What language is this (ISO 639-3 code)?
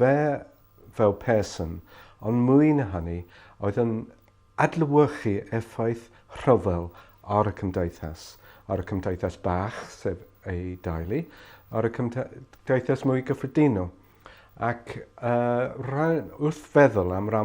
cym